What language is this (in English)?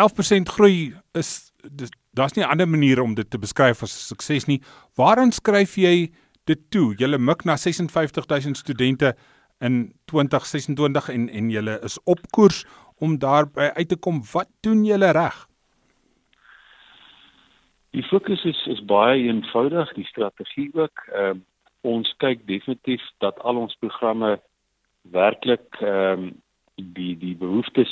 Afrikaans